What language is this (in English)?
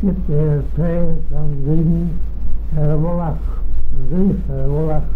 Manx